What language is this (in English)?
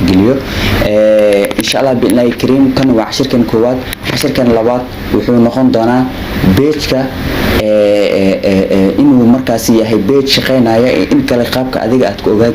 Somali